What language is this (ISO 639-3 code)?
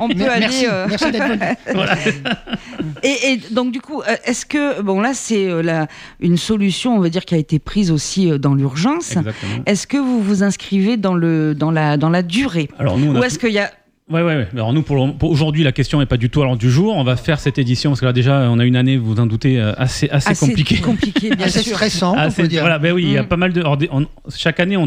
fra